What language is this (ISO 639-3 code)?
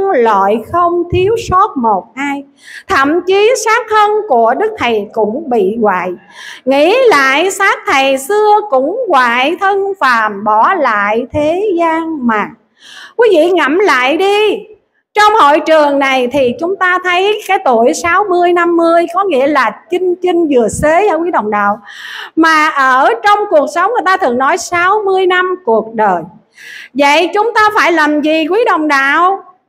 vie